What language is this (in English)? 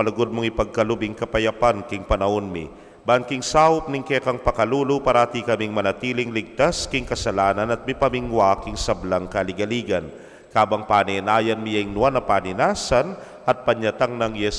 Pampanga